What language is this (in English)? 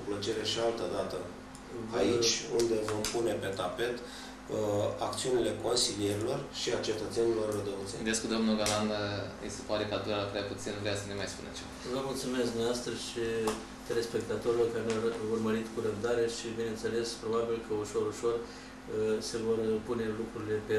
Romanian